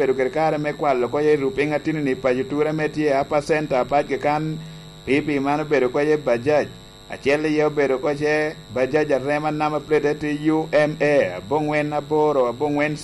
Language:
Lango (Uganda)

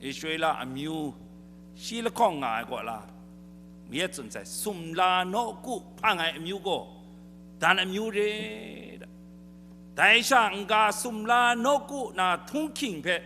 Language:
Kachin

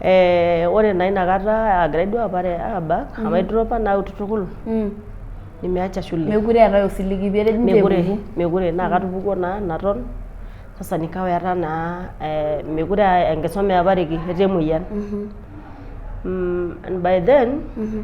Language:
Masai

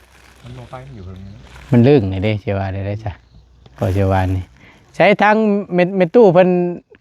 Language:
Northeastern Thai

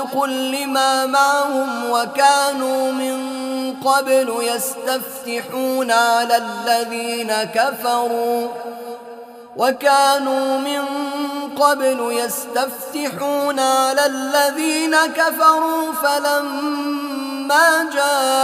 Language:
Arabic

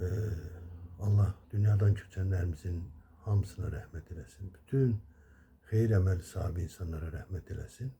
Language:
Azerbaijani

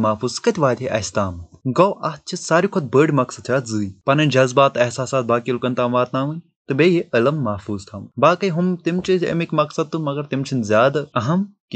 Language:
Kashmiri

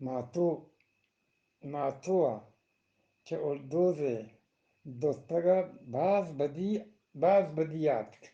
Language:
Eastern Balochi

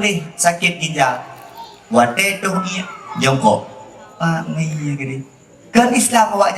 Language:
Achinese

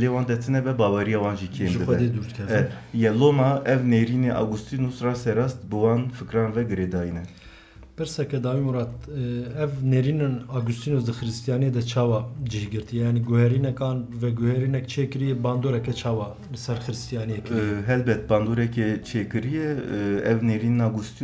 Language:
Kurdish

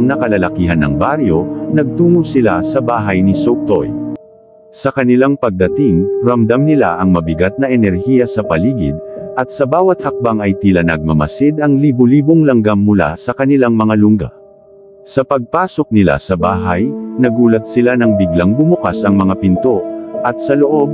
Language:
Filipino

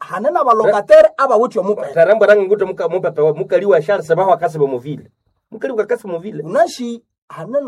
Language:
Nande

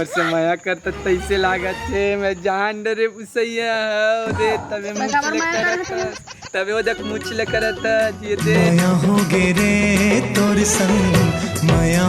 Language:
Chhattisgarhi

